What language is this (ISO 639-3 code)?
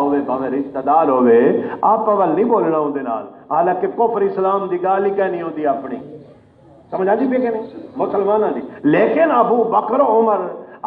skr